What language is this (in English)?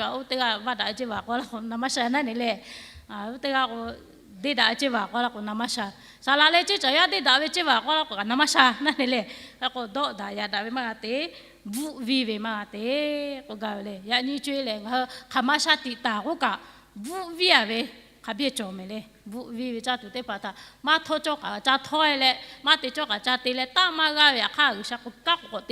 Lahu